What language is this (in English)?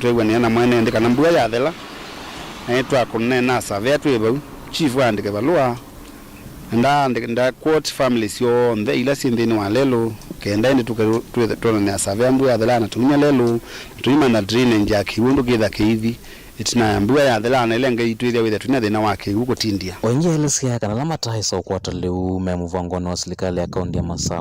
Kamba